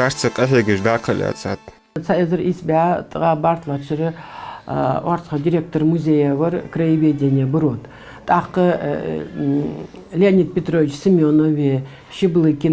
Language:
Ingush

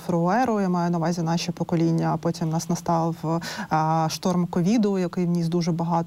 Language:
Ukrainian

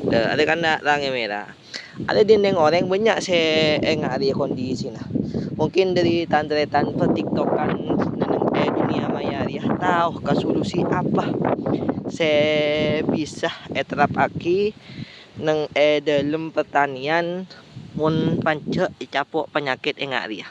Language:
Madurese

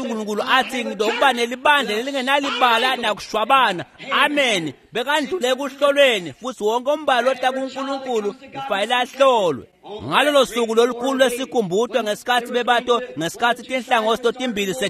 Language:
Swati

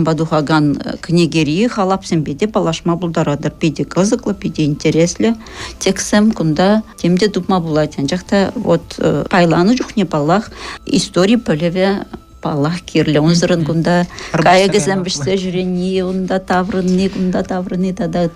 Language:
Chuvash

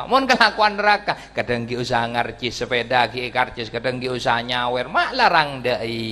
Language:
Madurese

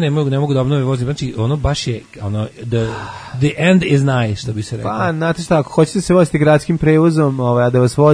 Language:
Serbian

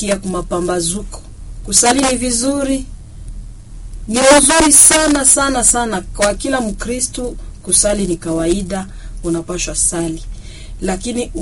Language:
Swahili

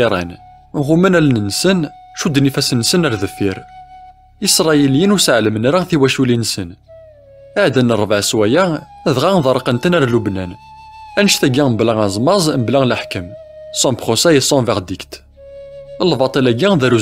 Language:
Kabyle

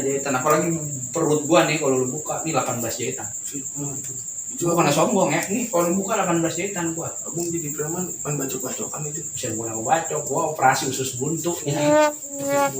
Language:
Betawi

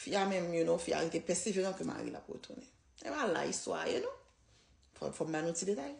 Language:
Haitian Creole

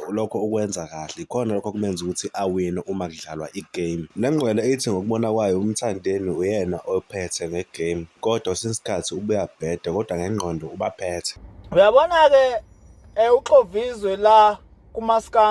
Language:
Zulu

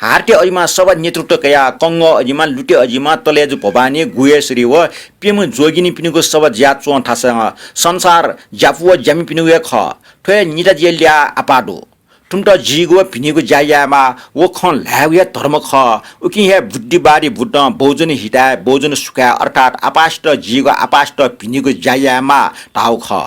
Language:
Newari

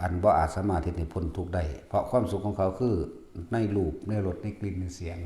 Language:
Northeastern Thai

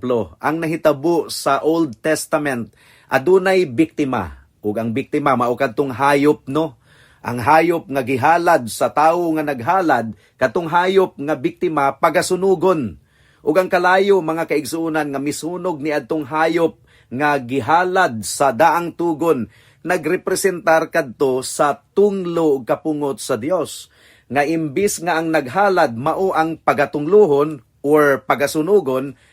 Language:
Cebuano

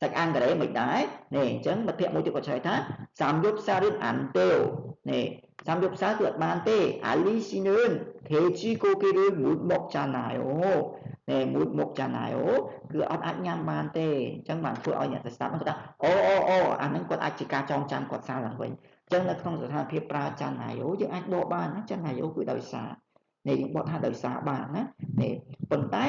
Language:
Khmer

